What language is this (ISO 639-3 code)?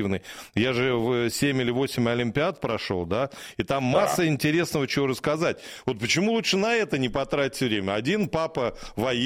rus